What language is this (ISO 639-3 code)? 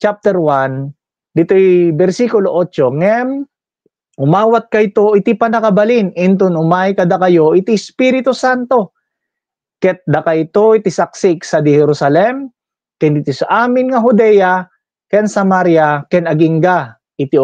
ilo